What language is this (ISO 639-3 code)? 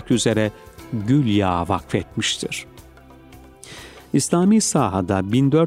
tur